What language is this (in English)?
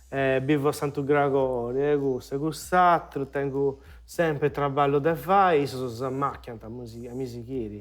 Sardinian